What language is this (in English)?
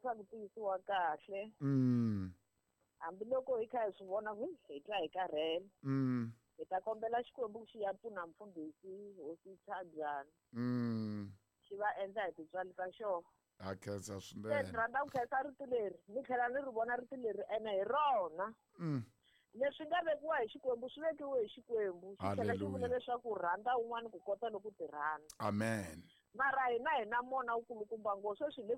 Tsonga